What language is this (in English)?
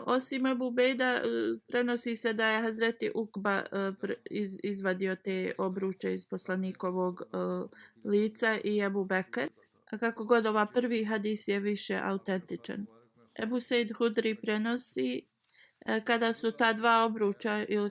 Bosnian